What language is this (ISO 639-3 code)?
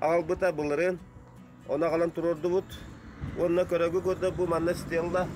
sah